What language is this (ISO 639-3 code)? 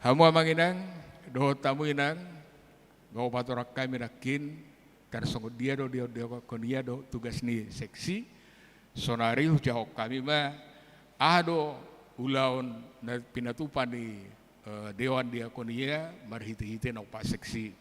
bbc